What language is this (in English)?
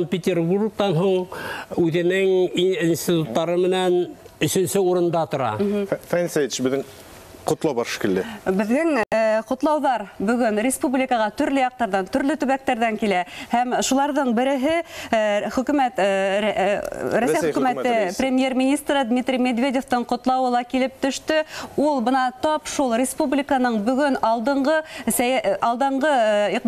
Bashkir